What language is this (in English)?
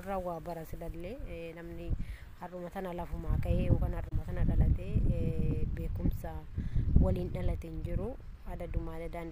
Oromo